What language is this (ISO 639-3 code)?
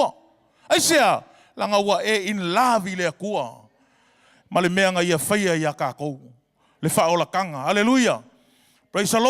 smo